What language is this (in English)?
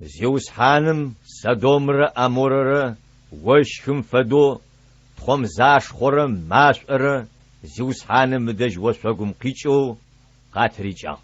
Adyghe